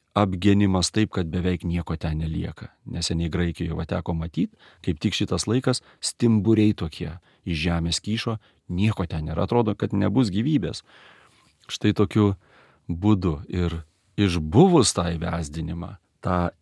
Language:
Lithuanian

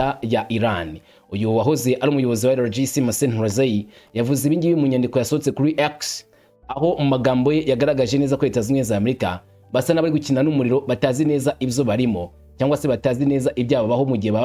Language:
Kinyarwanda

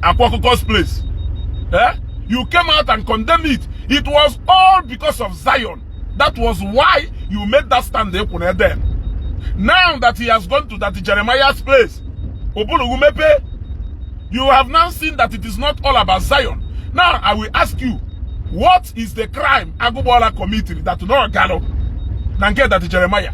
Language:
Igbo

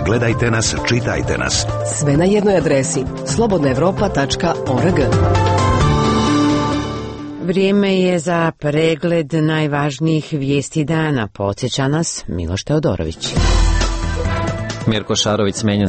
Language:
Serbian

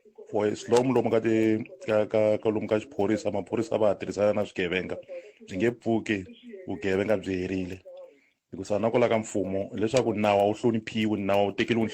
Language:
Tsonga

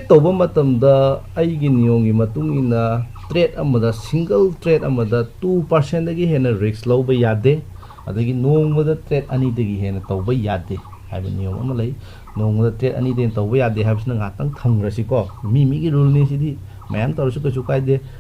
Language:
Manipuri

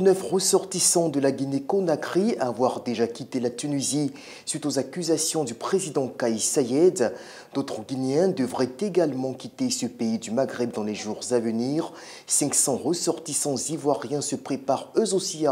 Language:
French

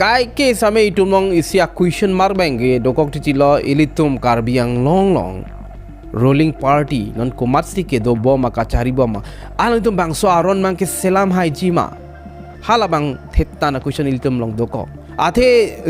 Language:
Karbi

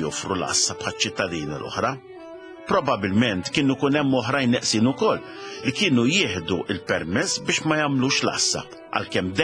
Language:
Maltese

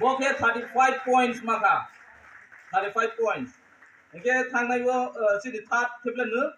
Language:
Kok Borok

